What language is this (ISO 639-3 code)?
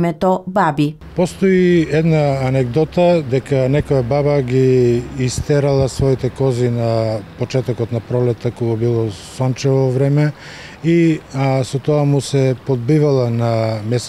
mkd